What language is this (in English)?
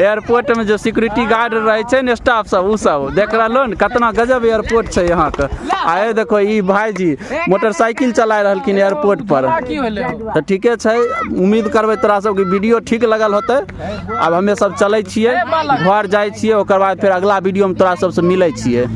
Maithili